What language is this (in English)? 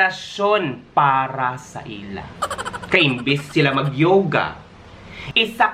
Hiligaynon